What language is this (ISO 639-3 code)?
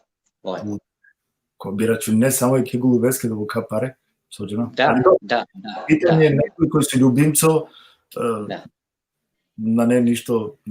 rmn